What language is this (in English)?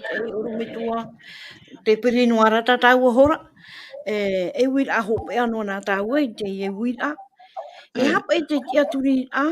Tahitian